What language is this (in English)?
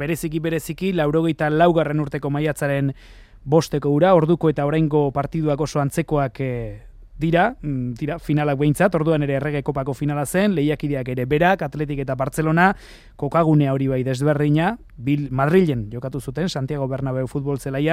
Basque